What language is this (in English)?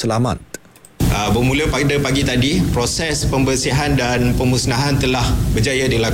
Malay